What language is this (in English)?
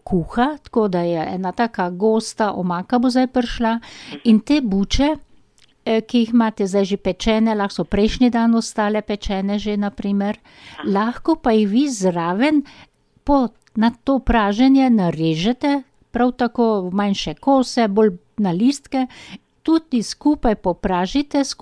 Slovenian